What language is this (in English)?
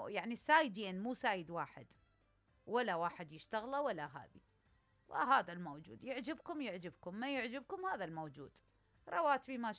Mesopotamian Arabic